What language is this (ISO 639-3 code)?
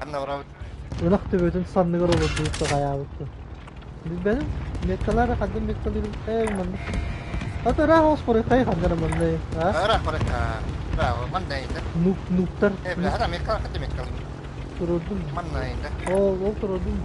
sah